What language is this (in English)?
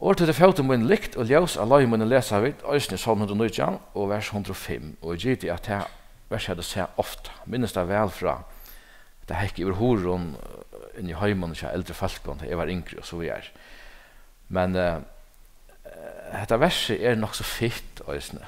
Faroese